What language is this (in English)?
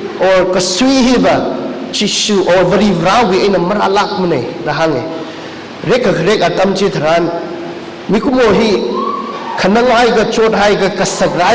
Tangkhul Naga (India)